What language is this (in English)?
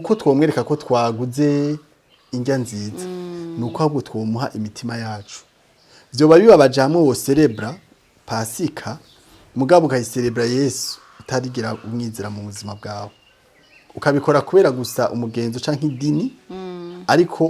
Rundi